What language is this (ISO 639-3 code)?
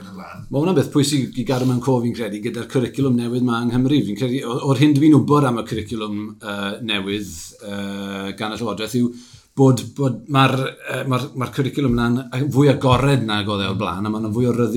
cym